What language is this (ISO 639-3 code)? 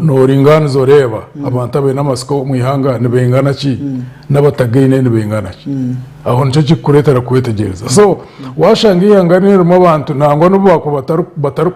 nyn